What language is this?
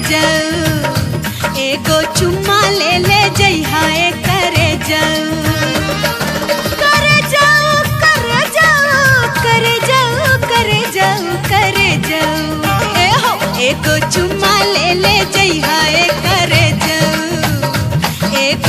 Bhojpuri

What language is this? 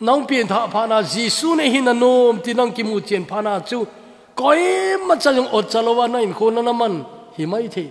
Thado Chin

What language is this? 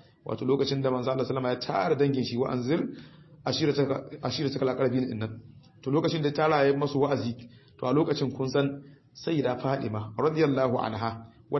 Hausa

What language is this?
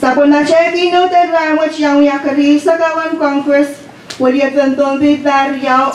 Pohnpeian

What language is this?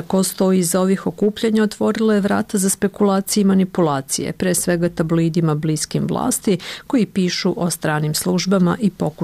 Serbian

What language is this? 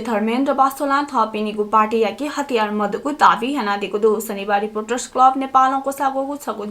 Newari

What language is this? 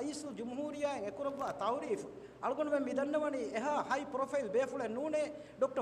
Divehi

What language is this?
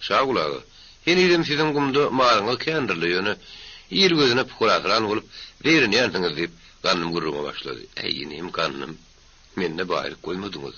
Turkmen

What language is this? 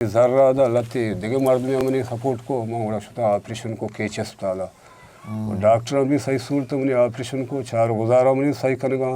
Eastern Balochi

